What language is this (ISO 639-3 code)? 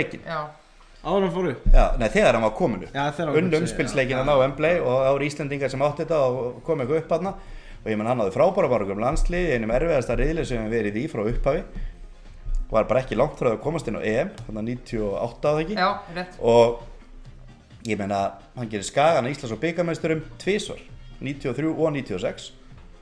isl